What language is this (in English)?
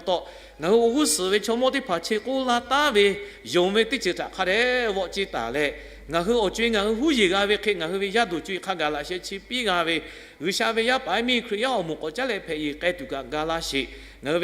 Lahu